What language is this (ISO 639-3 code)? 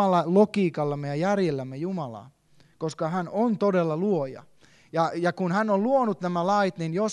fin